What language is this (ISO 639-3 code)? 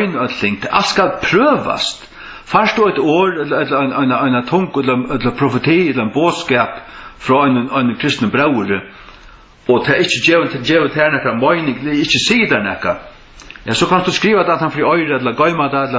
fao